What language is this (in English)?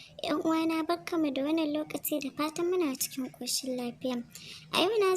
Hausa